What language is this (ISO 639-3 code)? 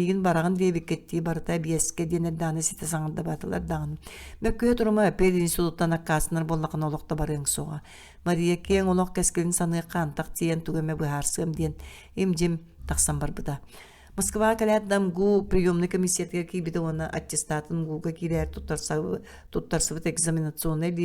sah